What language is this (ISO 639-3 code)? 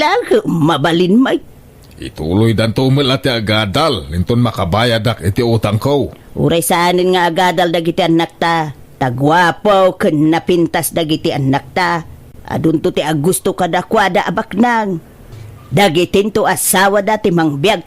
ilo